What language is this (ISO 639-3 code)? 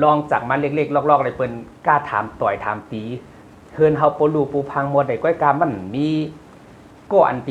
shn